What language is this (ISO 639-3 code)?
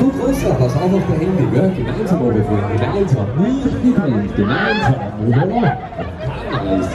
bar